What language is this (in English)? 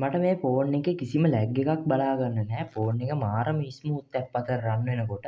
Sinhala